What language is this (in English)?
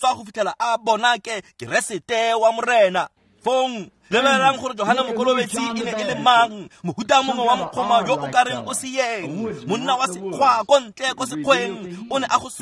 Tswana